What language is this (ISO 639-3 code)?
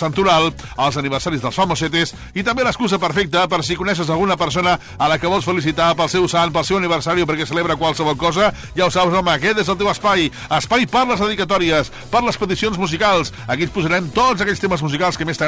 cat